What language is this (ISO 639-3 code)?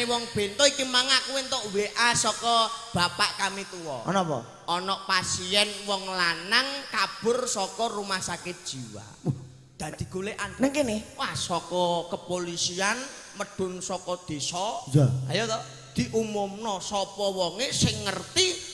jav